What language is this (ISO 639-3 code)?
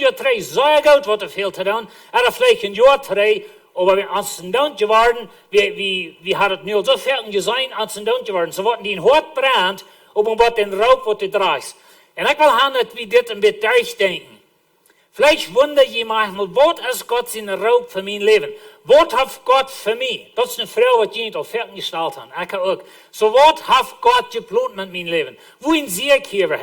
pdt